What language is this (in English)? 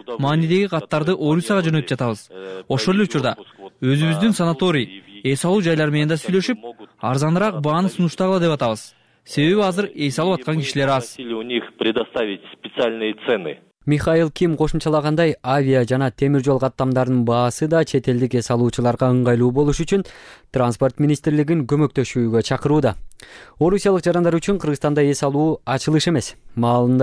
Kyrgyz